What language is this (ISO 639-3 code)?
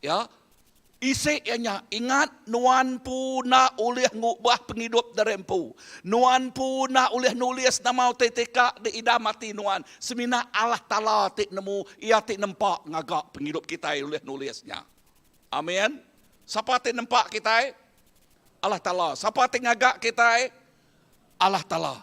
iba